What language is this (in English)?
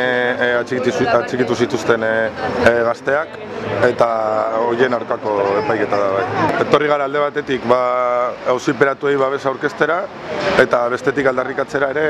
Basque